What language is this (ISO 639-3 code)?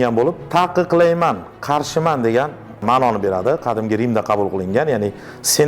uzb